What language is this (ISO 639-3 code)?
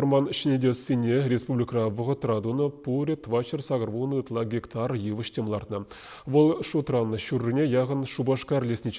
chv